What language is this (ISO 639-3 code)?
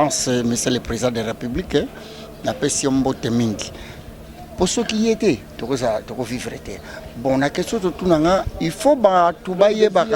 lin